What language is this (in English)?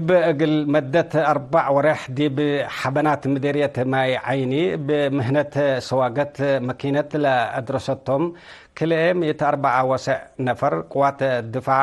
Tigre